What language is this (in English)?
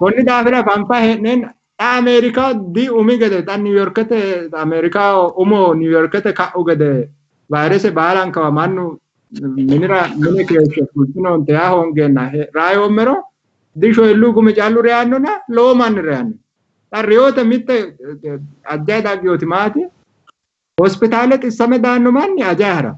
Sidamo